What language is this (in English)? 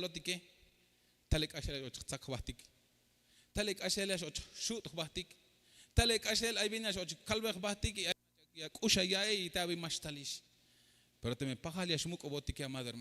Tzeltal